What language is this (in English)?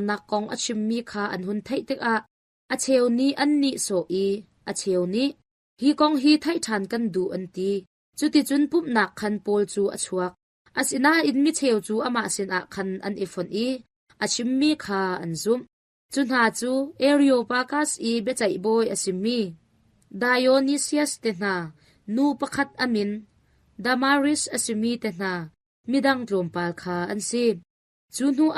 Hakha Chin